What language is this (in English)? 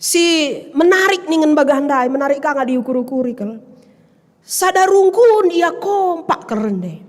Batak Karo